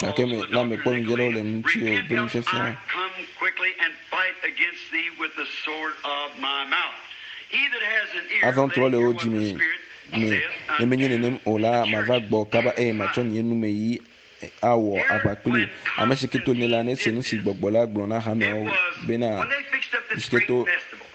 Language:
Ewe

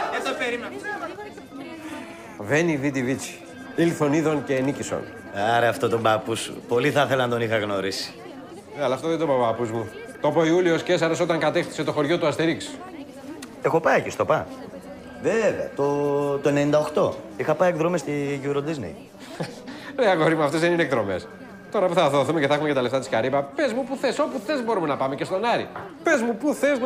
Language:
Greek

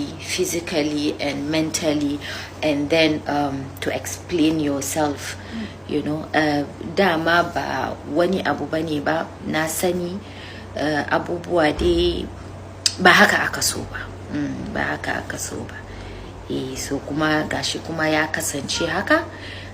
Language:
Hausa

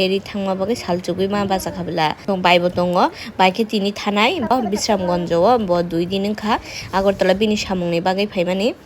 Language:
Kok Borok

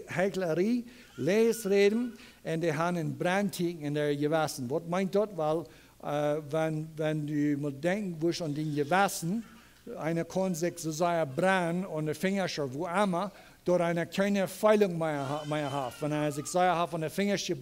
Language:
Plautdietsch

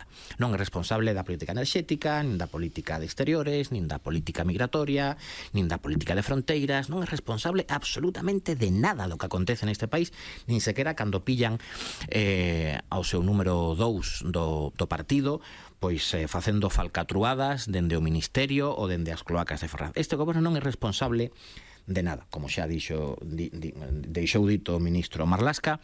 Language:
Galician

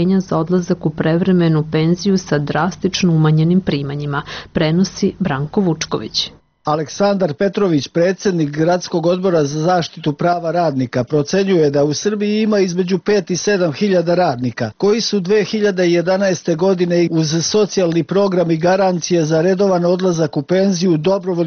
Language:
Serbian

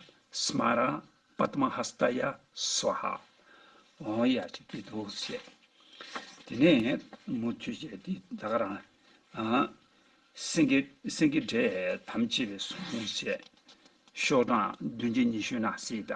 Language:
Tibetan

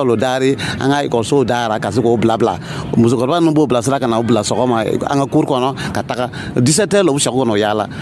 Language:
Dyula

